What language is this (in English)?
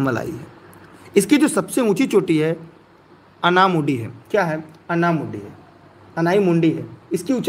Hindi